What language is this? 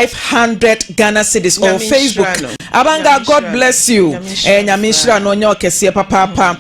Akan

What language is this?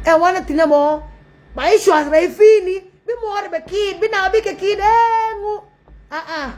Nuer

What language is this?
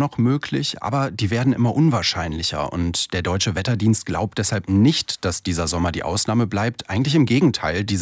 German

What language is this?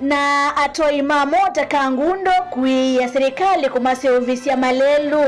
Kamba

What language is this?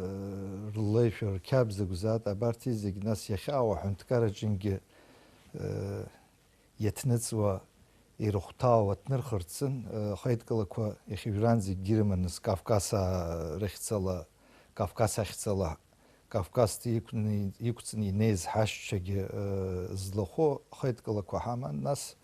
Abkhazian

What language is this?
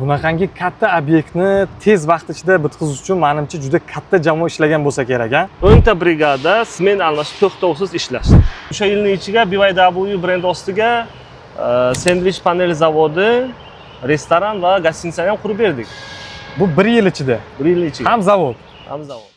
Uzbek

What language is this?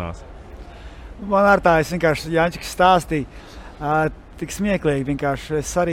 Latvian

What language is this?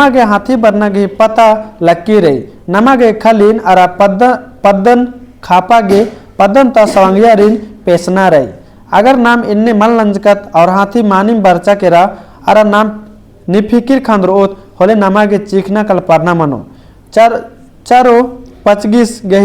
Kurukh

